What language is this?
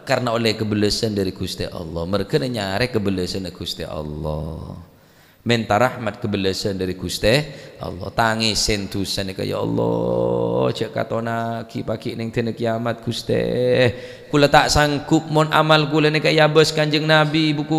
Madurese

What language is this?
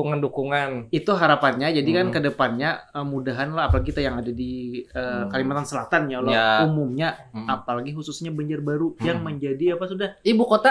Banjar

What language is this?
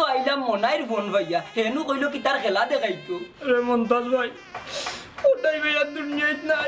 Sylheti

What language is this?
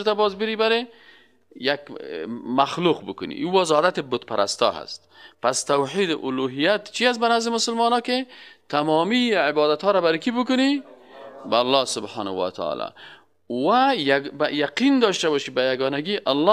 Persian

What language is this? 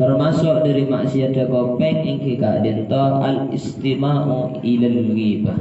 Madurese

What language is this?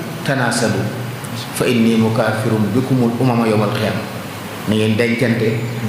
Wolof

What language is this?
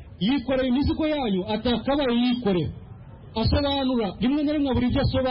Kinyarwanda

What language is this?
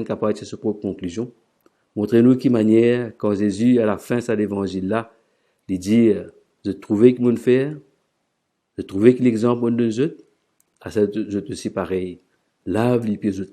Morisyen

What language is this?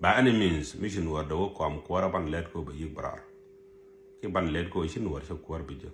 Nuer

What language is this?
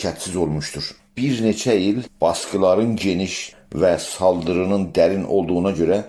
South Azerbaijani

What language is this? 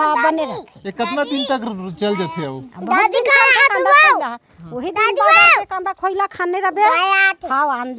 Chhattisgarhi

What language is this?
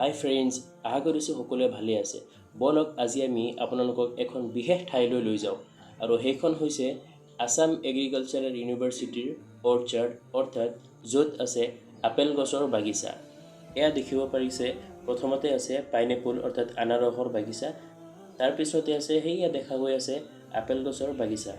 Assamese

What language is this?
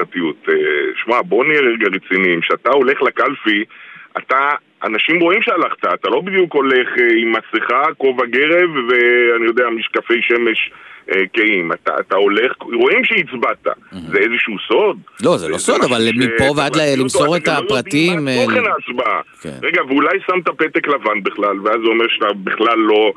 Hebrew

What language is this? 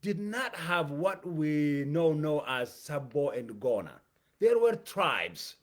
English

